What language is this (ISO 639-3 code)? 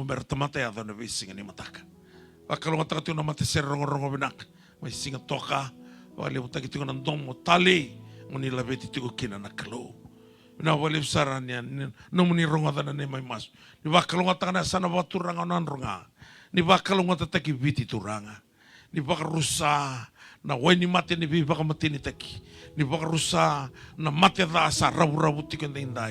fij